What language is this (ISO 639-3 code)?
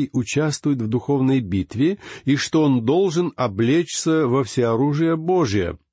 rus